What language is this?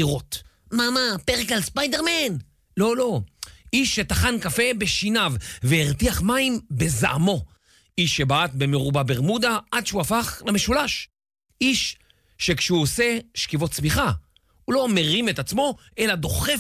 Hebrew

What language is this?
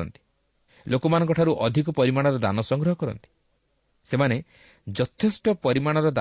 Odia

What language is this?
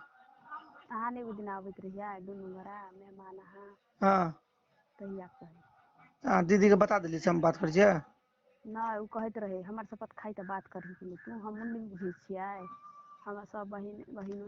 Maithili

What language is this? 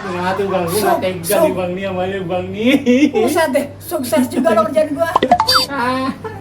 Betawi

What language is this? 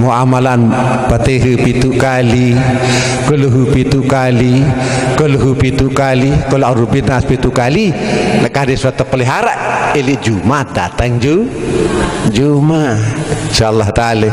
Sasak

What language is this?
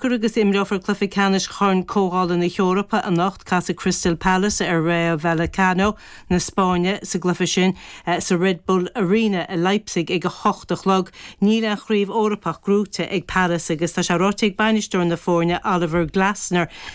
Irish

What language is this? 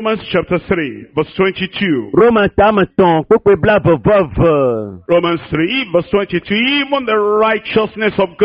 Ewe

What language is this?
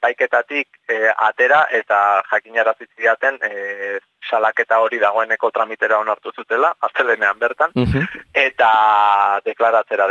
Basque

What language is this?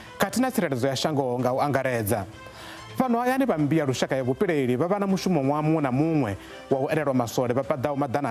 Venda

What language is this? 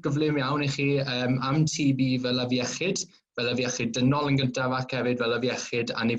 Welsh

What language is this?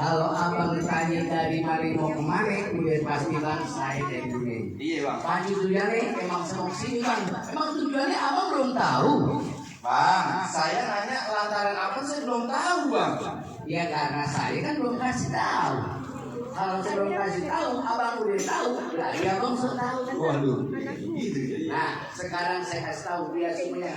Betawi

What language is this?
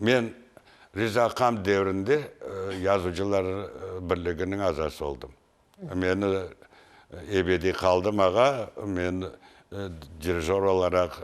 Crimean Tatar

